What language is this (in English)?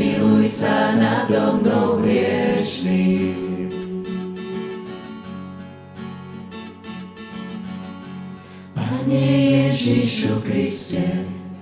Slovak